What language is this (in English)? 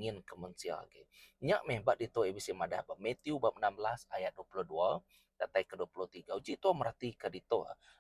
Iban